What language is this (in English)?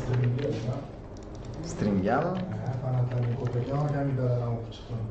Uzbek